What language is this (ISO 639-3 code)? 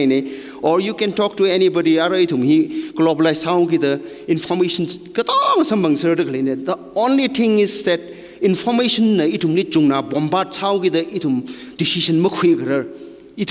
nmf